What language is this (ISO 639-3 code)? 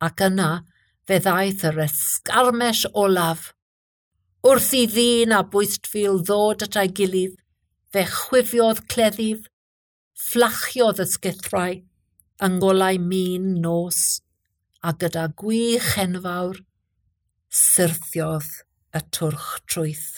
cym